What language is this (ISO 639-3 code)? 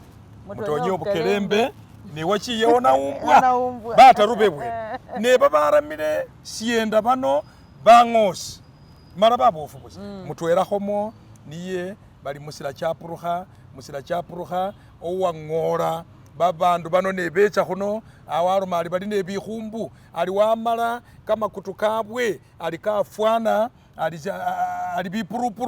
myx